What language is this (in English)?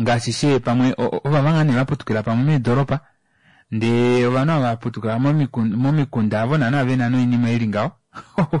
Kuanyama